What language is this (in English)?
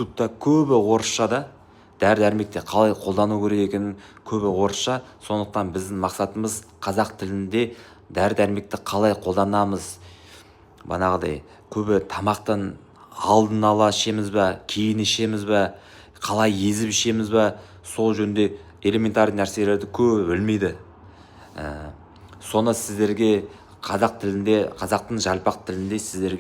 Kazakh